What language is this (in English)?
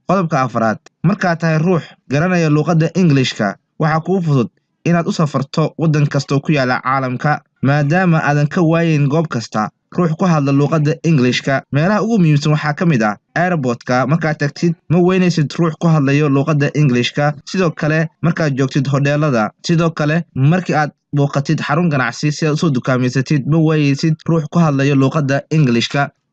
Somali